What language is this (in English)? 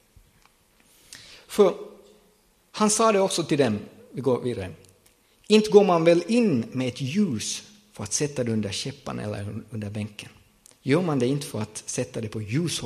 Swedish